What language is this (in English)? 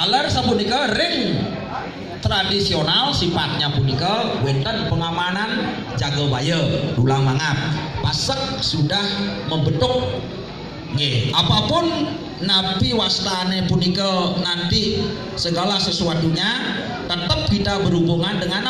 Balinese